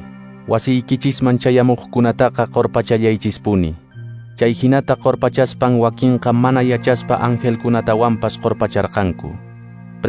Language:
Quechua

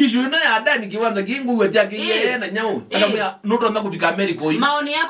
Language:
Kamba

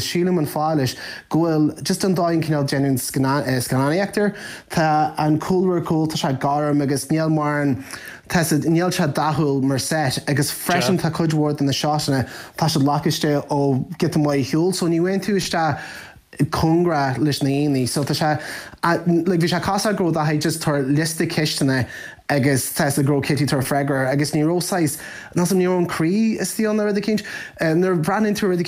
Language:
Irish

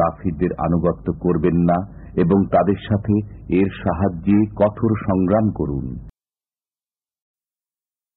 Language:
Bangla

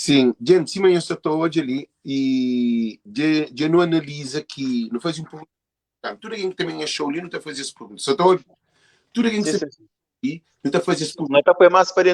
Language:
Kabuverdianu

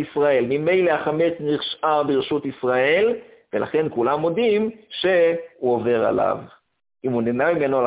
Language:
Hebrew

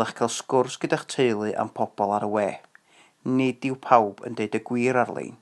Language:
Welsh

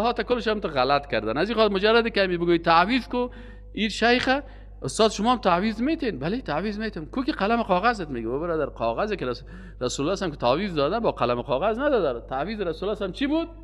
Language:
Persian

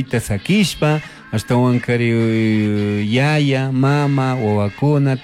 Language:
Chimborazo Highland Quichua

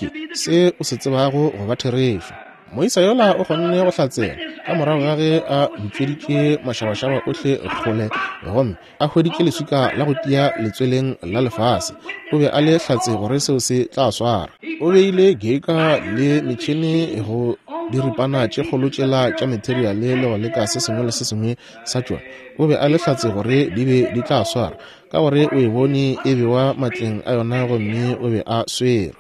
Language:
Northern Sotho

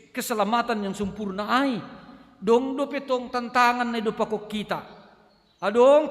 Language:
Batak Simalungun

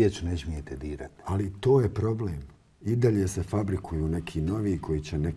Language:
Bosnian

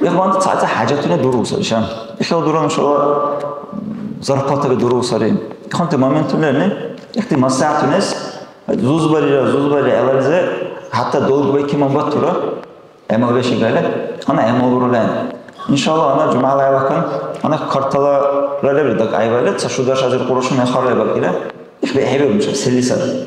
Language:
Dargwa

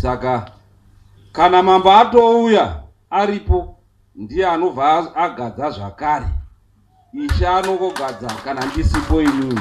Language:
Shona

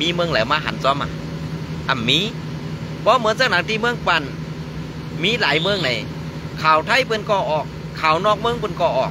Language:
Shan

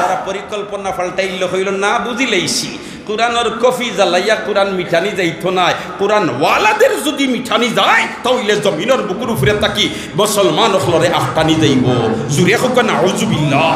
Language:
Sylheti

